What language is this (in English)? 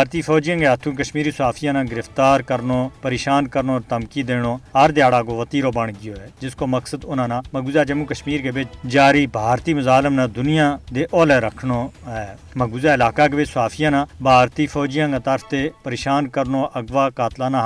Gujari